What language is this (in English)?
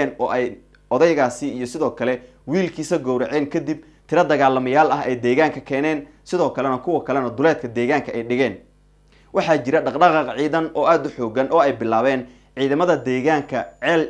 Somali